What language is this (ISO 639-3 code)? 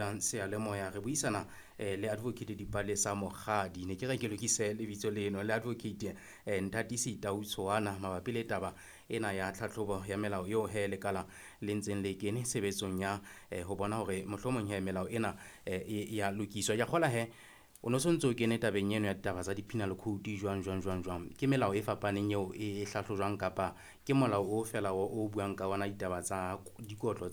sot